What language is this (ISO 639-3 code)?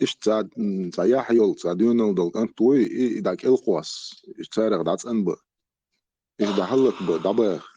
che